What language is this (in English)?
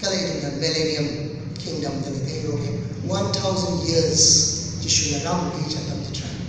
Tangkhul Naga (India)